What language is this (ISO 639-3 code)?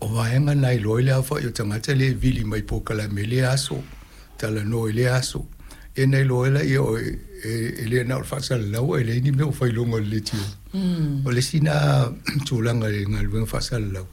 smo